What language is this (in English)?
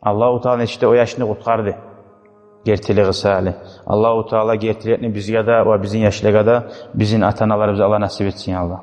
Kumyk